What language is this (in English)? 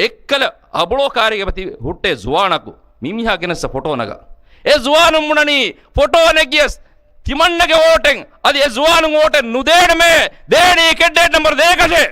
Divehi